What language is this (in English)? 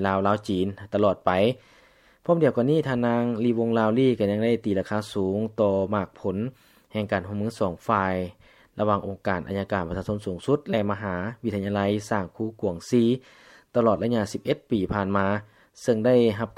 Lao